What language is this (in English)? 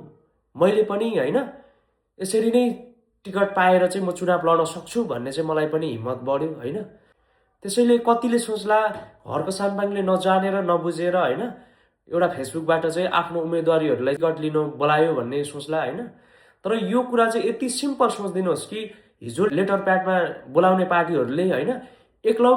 Nepali